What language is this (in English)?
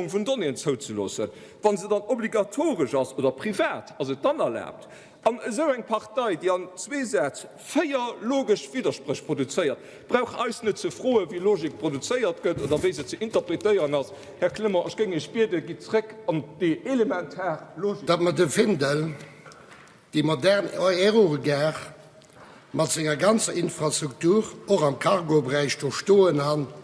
Luxembourgish